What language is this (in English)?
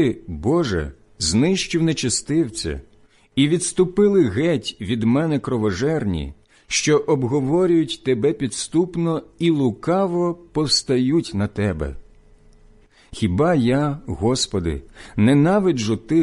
Ukrainian